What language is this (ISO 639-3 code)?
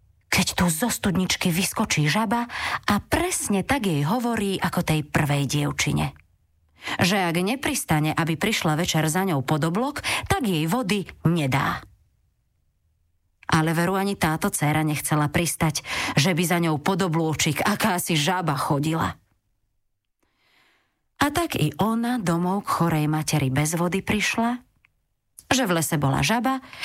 slk